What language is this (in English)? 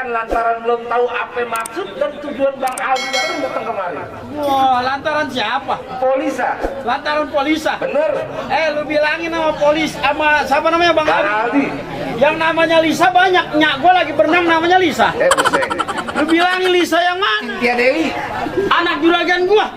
Betawi